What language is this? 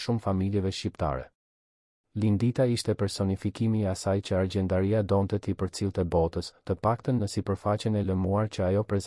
Albanian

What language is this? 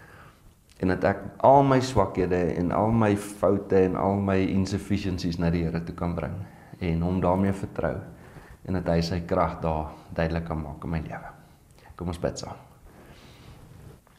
Afrikaans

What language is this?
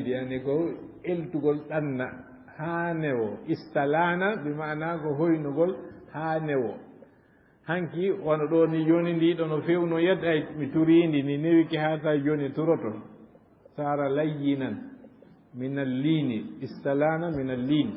Fula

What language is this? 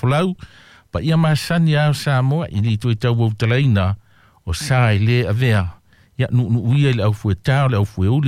Samoan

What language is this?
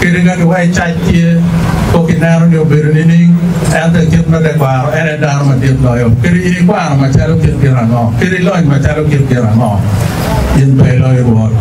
Acoli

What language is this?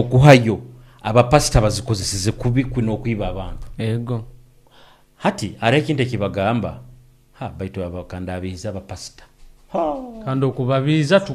Nyoro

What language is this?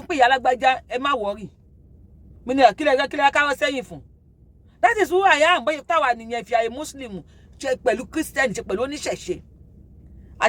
Yoruba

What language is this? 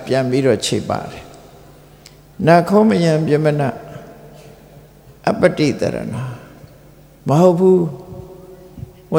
Burmese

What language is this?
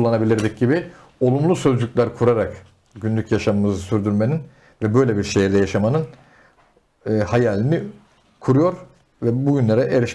Turkish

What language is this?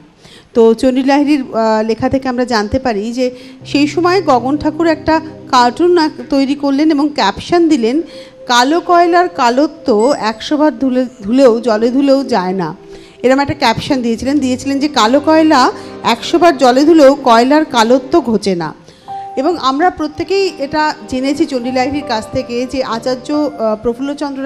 Bangla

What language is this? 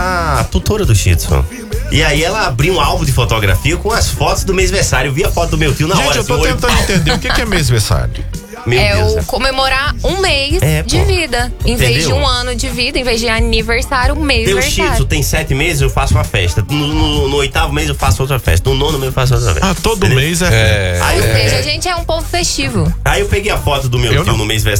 Portuguese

